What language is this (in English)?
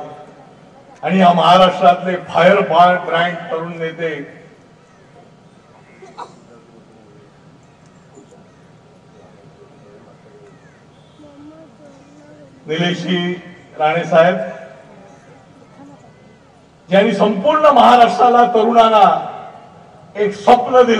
Marathi